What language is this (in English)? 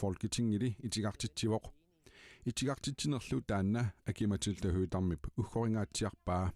Kalaallisut